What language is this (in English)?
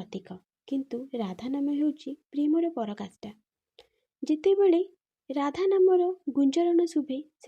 Odia